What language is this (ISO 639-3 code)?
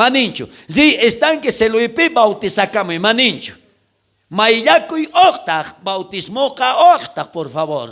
quh